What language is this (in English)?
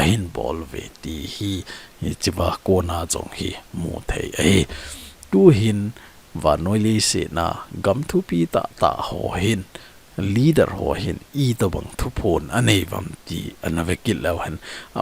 Thado Chin